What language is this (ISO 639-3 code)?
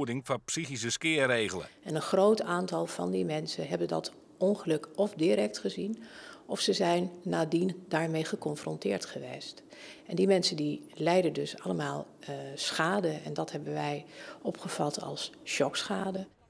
fry